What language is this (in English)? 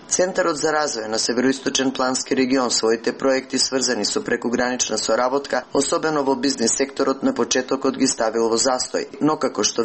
Macedonian